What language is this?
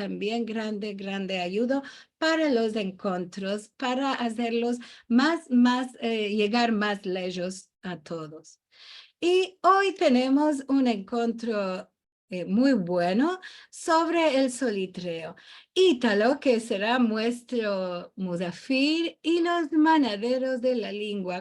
Ladino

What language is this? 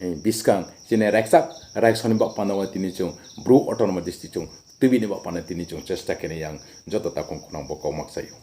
Riang (India)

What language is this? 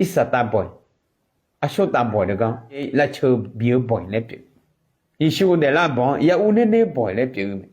Akha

